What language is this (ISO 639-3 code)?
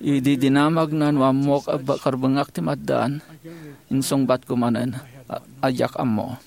ilo